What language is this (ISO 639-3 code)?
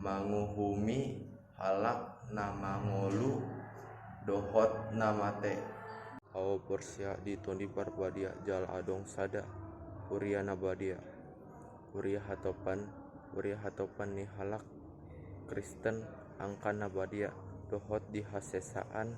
bbc